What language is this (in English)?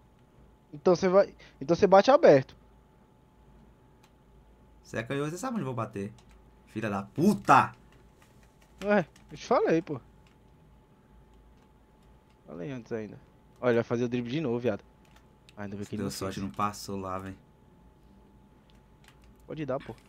Portuguese